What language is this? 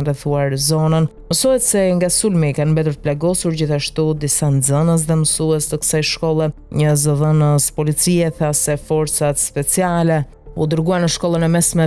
Albanian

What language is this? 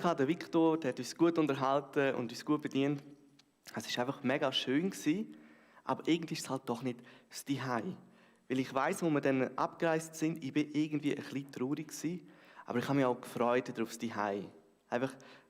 Swiss German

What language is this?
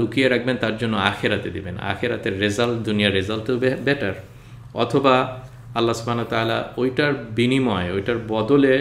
Bangla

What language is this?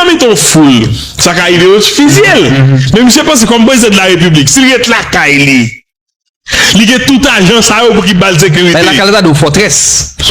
Haitian Creole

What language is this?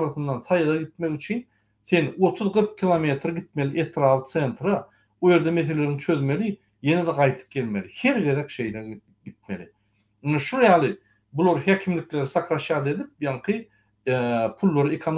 Turkmen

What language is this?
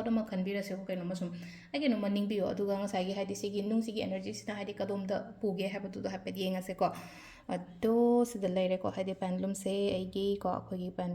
Manipuri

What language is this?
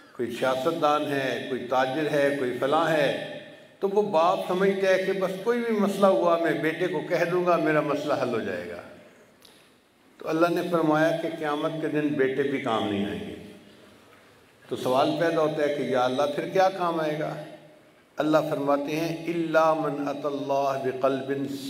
Urdu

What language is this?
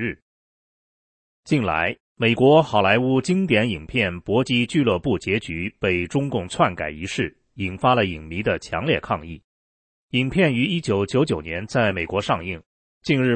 Chinese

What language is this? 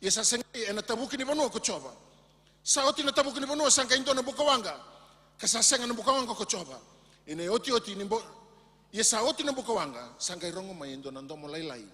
Fijian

